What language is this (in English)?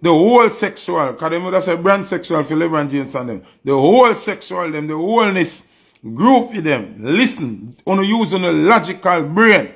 Jamaican Creole English